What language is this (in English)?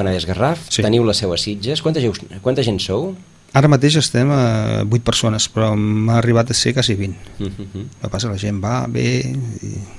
Catalan